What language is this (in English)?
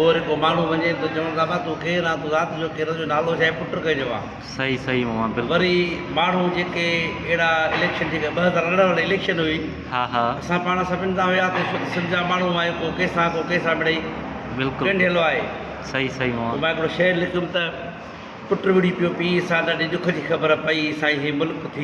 Sindhi